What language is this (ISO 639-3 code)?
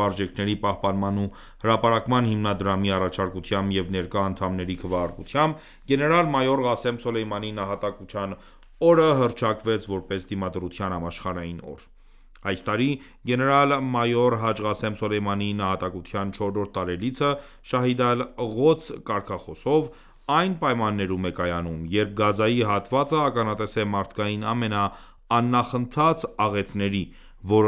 hye